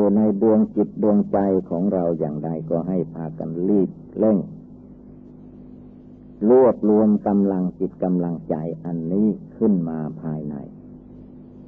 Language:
Thai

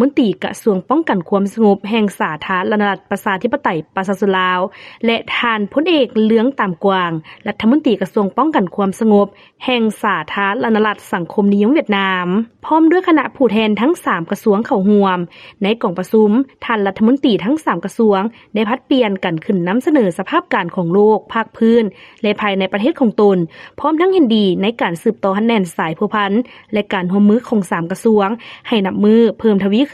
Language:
Lao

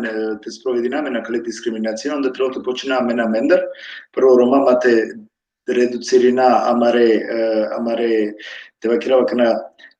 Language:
Balkan Romani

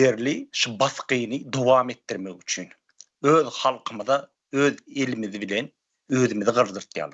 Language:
Turkmen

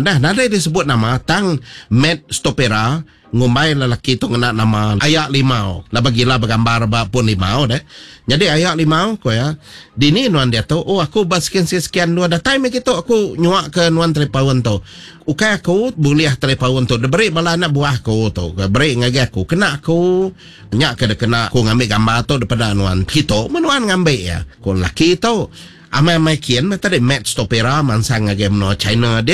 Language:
Iban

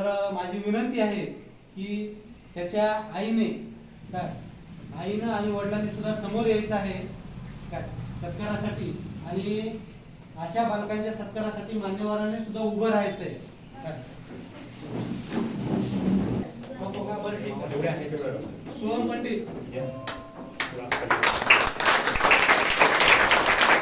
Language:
Marathi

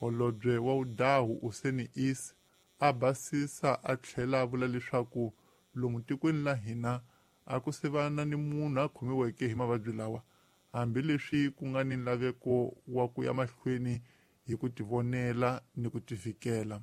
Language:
Tsonga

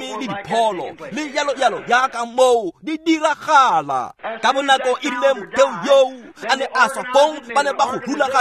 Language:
Tswana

